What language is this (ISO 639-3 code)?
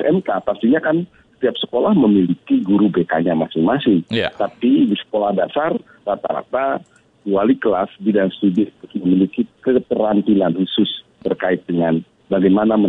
ind